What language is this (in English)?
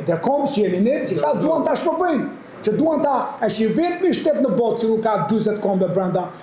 Albanian